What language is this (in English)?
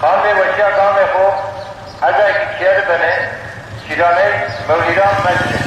Zaza